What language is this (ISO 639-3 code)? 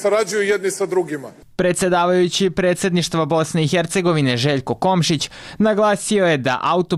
srp